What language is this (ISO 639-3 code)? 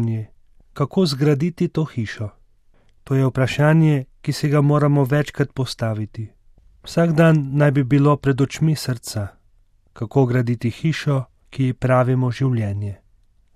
slv